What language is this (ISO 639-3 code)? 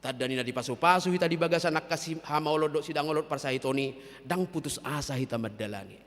bbc